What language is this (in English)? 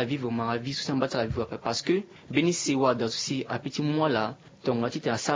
Sango